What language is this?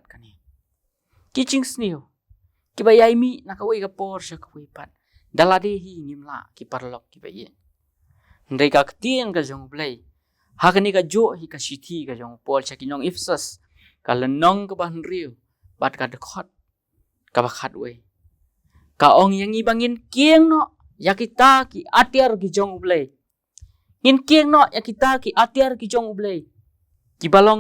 Khasi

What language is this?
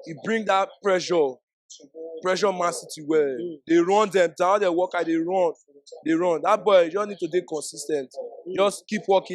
Nigerian Pidgin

